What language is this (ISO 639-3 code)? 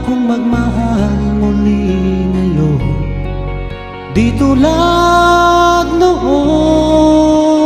fil